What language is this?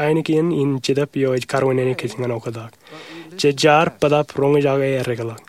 Marshallese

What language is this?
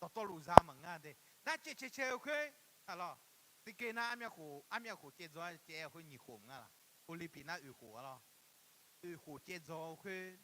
Akha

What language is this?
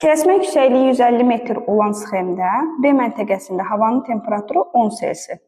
Azerbaijani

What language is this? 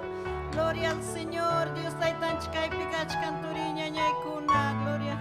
Ayacucho Quechua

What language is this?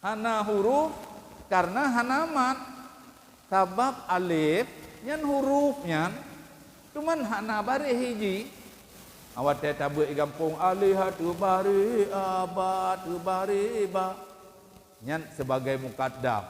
Achinese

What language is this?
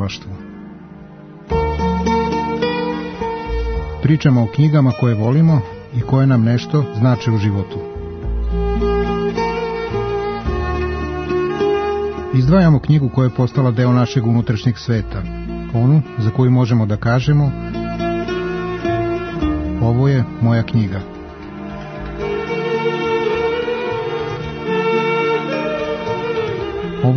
Serbian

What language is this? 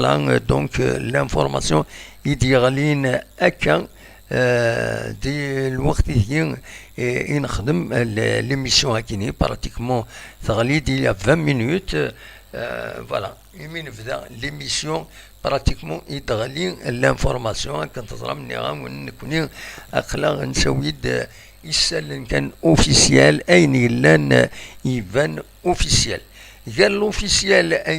Kabyle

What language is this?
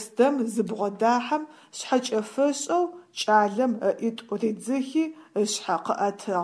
Adyghe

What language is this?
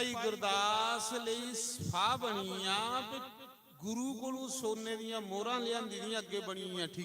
Dogri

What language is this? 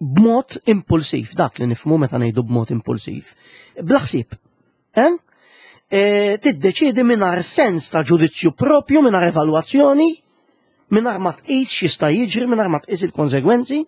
Maltese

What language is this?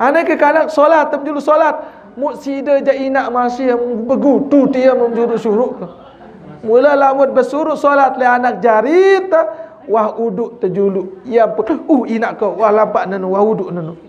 Sasak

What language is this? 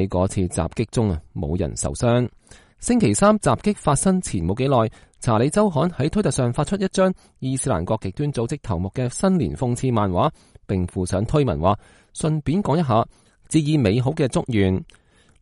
Cantonese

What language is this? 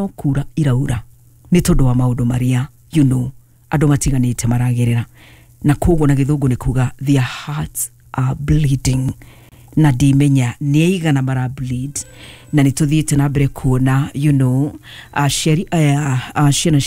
Kikuyu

